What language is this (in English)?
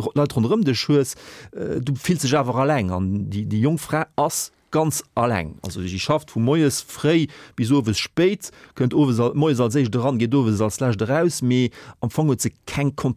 Luxembourgish